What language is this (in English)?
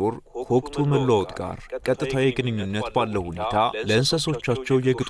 Amharic